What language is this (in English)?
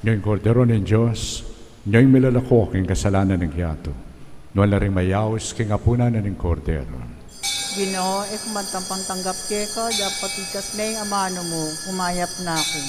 Pampanga